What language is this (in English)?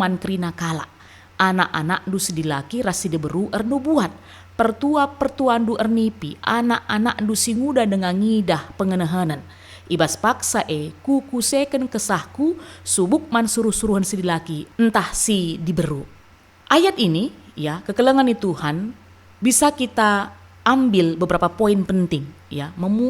Batak Karo